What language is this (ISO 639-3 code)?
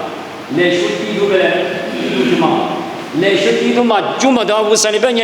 lis